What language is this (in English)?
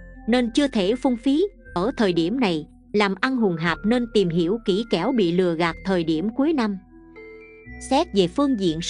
Vietnamese